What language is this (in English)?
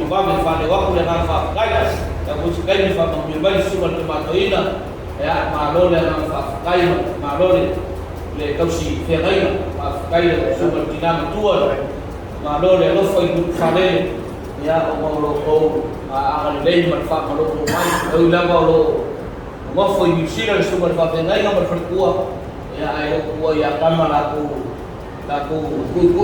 Samoan